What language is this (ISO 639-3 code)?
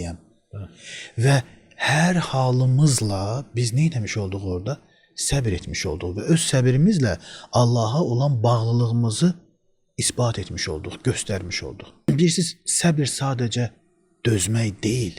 aze